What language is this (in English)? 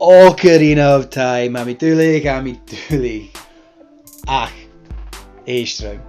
Scottish Gaelic